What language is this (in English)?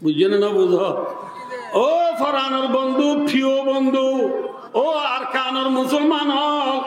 Rohingya